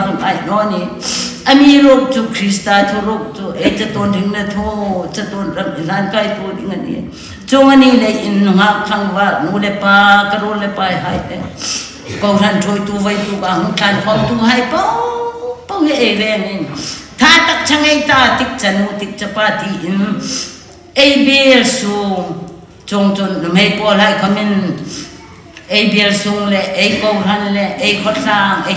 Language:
Hmar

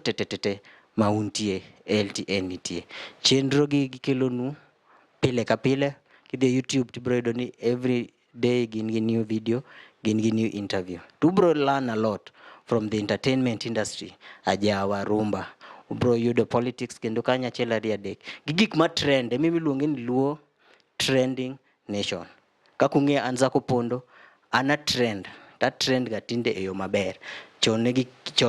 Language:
Luo (Kenya and Tanzania)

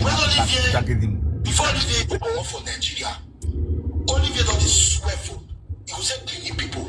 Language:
Nigerian Pidgin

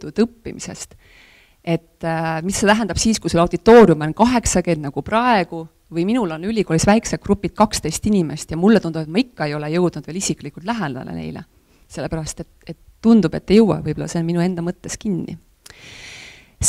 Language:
Estonian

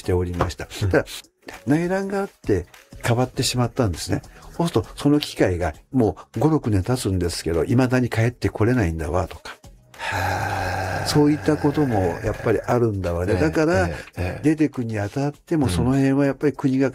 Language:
Japanese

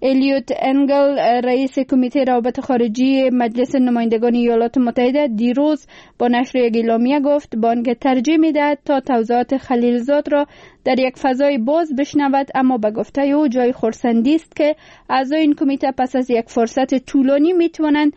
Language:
Persian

